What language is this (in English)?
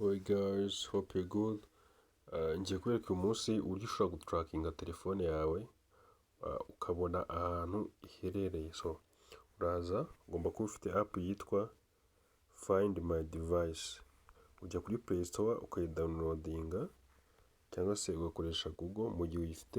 Kinyarwanda